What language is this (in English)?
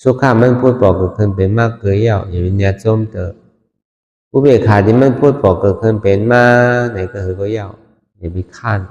Shan